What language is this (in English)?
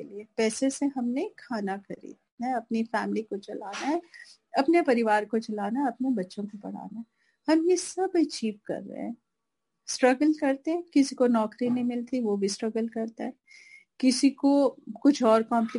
Hindi